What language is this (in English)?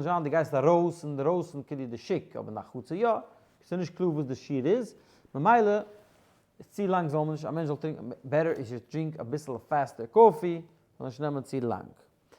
Yiddish